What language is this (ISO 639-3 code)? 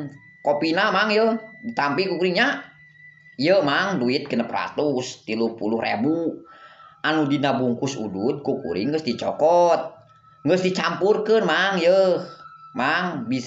sun